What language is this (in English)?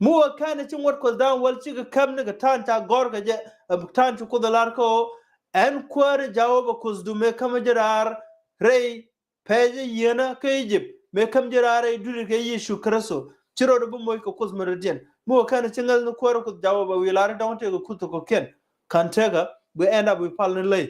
Nuer